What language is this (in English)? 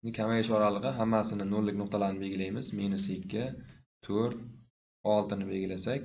Uzbek